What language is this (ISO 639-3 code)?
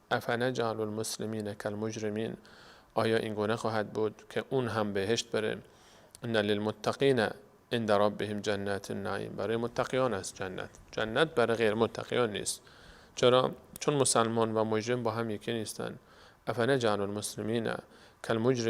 fas